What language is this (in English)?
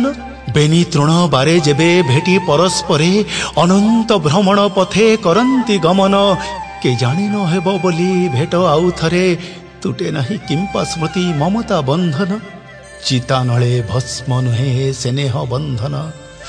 Odia